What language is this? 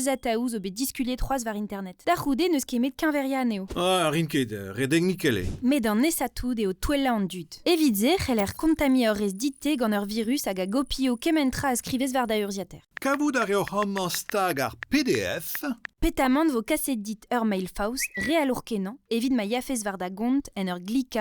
Breton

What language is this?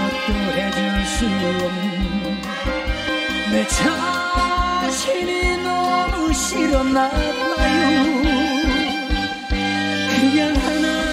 Korean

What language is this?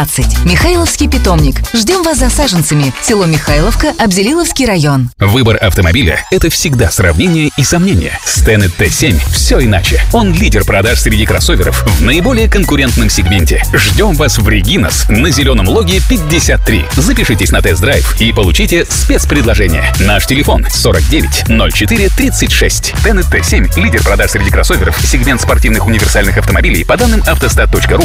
Russian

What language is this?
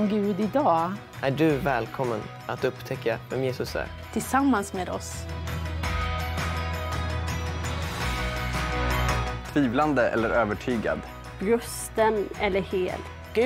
Swedish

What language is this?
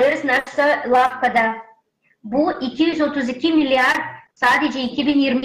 Gagauz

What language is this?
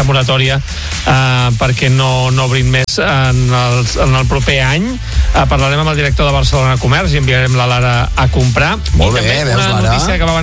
Catalan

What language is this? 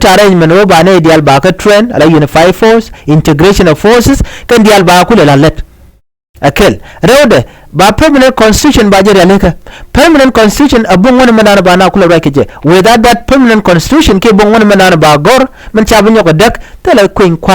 Nuer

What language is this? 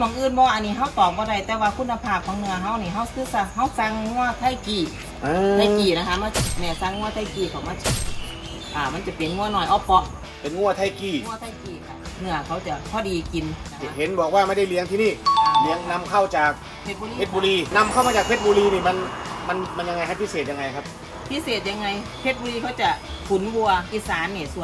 Thai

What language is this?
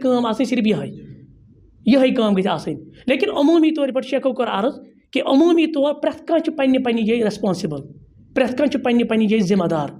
Kashmiri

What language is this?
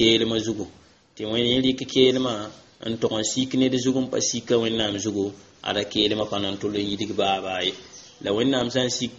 Mossi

